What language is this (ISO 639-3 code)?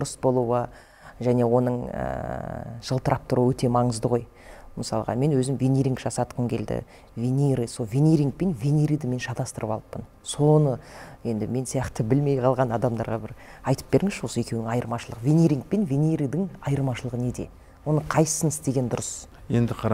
kaz